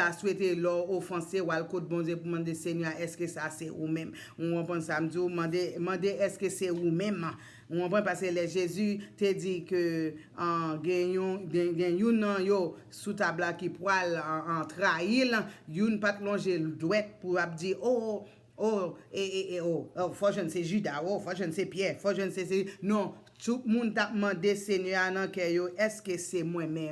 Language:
Haitian Creole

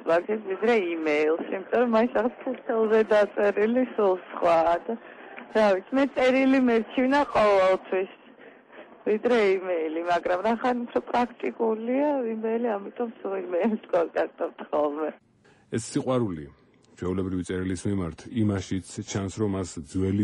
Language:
Georgian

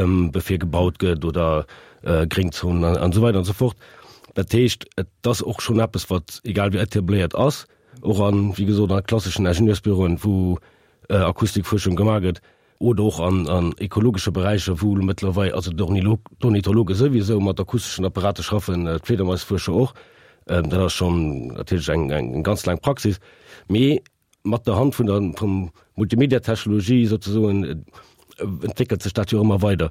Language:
Luxembourgish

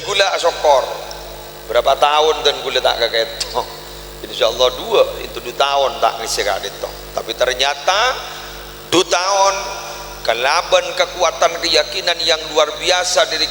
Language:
Madurese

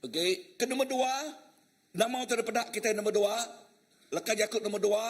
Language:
Iban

